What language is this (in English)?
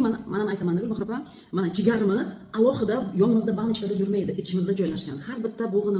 Uzbek